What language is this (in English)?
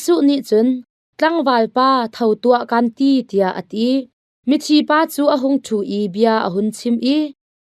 Hakha Chin